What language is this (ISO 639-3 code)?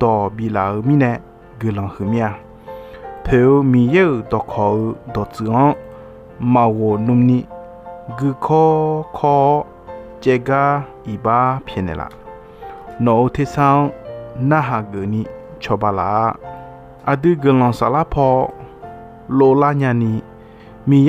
ahk